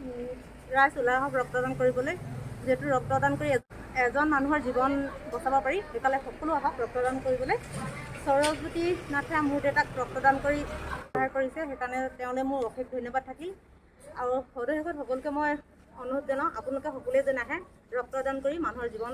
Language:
Assamese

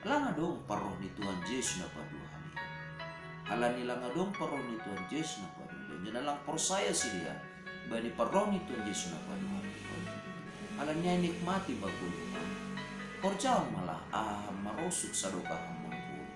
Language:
Batak Simalungun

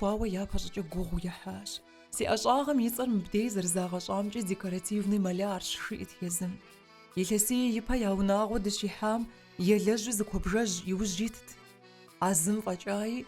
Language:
Kabardian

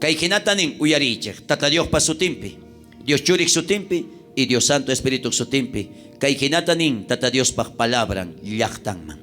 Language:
South Bolivian Quechua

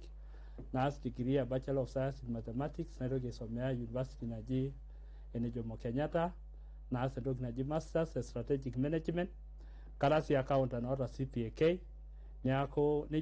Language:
Masai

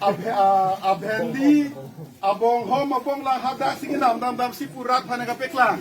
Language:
Karbi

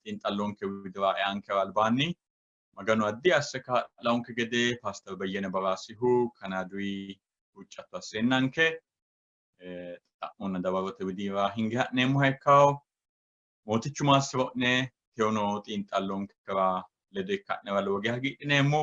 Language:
Sidamo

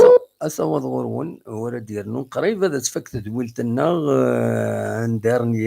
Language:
Kabyle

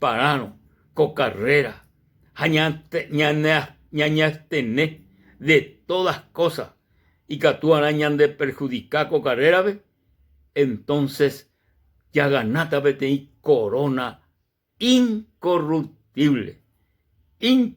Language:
Guarani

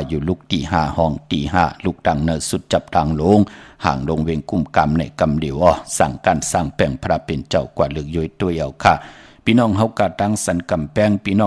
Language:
Shan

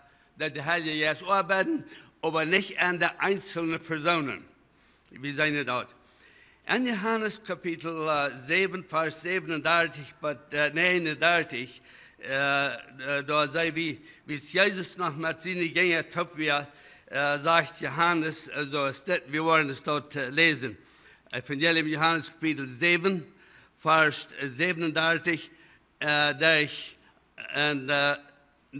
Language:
Plautdietsch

